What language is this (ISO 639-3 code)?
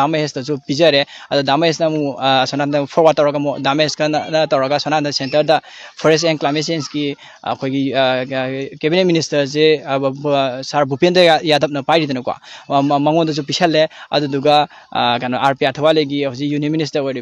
mni